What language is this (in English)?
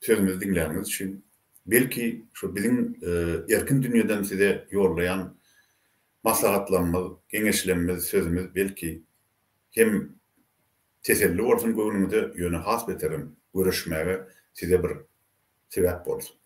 Turkmen